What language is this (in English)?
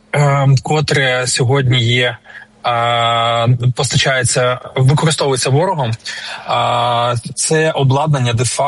Ukrainian